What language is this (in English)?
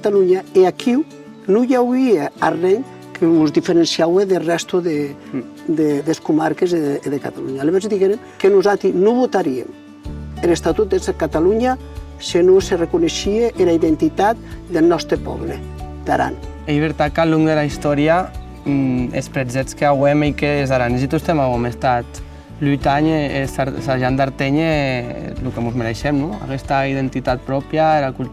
Occitan